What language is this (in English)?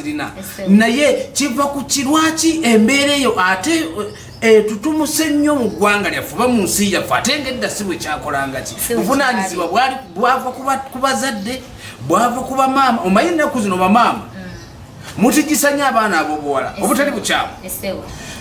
Ganda